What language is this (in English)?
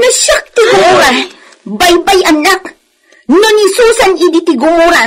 Iloko